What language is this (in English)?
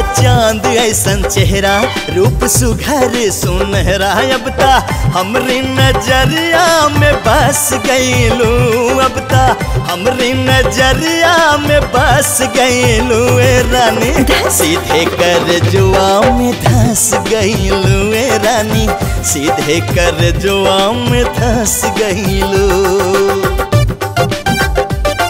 Bhojpuri